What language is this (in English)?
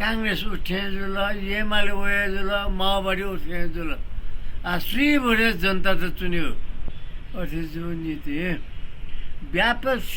Newari